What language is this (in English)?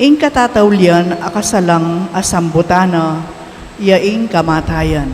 Pampanga